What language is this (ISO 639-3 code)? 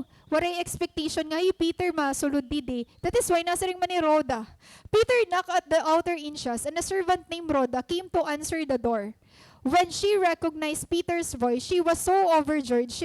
war